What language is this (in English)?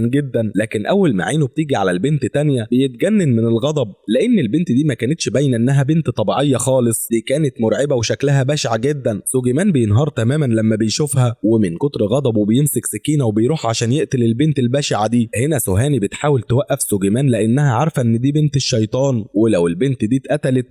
Egyptian Arabic